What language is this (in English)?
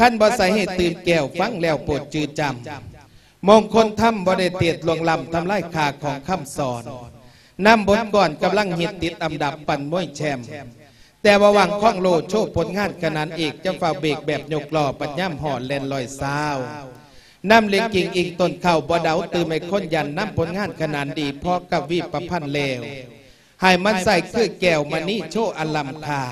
Lao